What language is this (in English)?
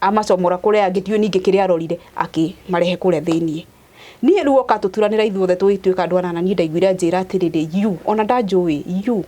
Kikuyu